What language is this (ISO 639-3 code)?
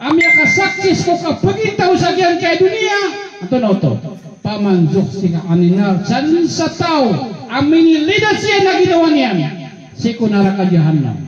mrw